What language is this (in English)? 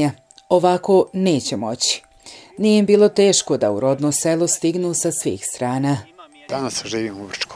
Bosnian